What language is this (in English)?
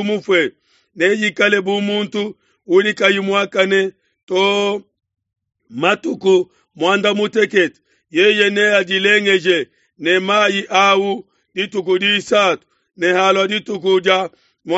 Luba-Lulua